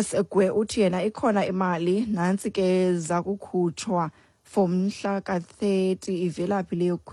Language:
Xhosa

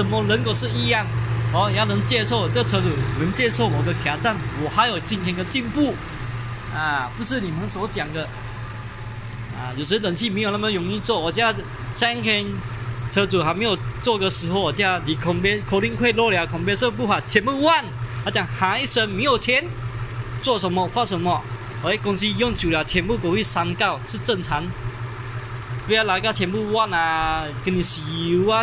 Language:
Chinese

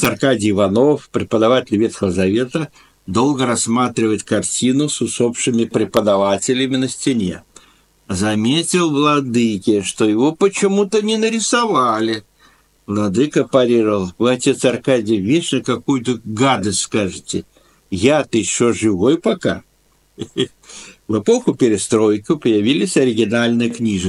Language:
Russian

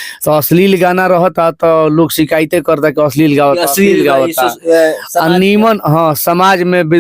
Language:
Bhojpuri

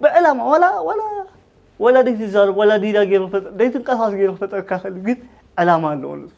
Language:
Tigrinya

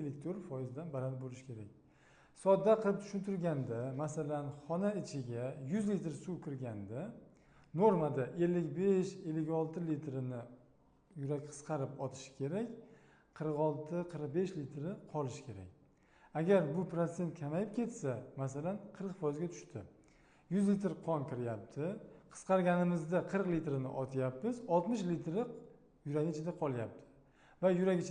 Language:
Uzbek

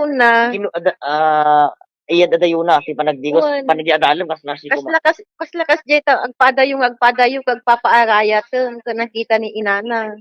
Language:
Iloko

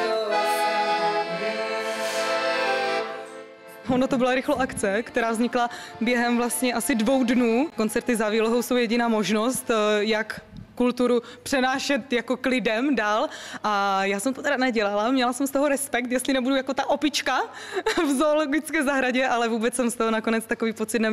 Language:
Czech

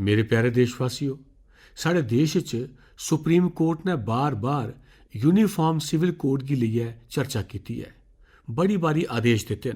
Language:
Dogri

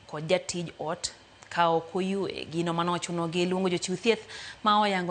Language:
Luo (Kenya and Tanzania)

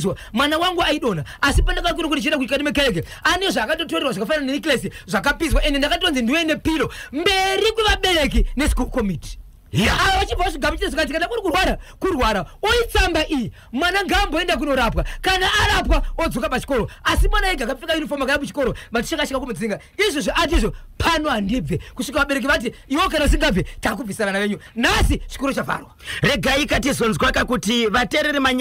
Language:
Shona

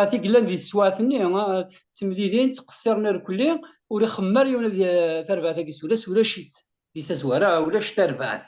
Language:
Kabyle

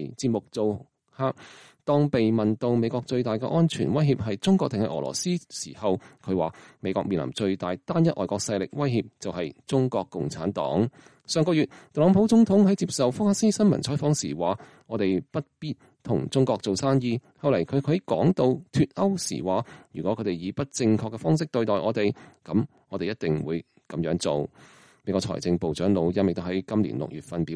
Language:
Cantonese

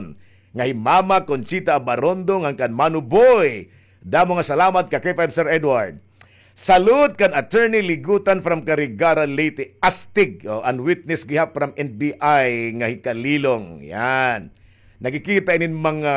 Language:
Waray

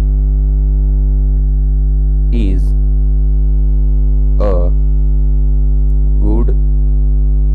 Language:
Gujarati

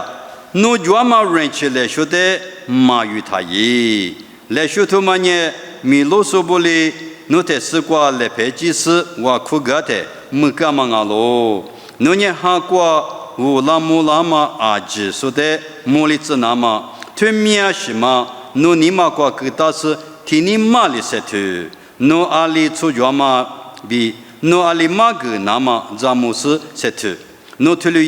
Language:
Lisu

